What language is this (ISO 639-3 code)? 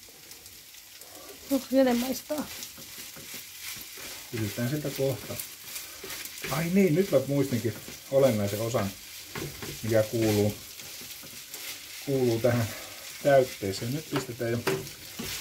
fin